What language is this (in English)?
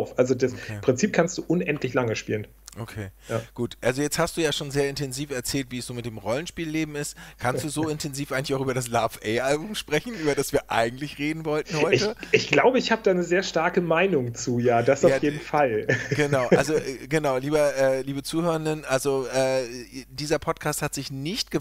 German